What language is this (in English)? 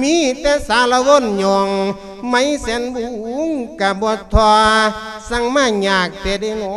Lao